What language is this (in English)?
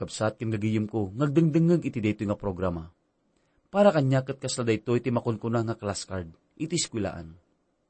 Iloko